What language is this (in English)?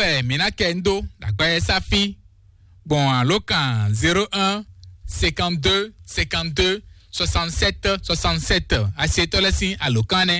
Fon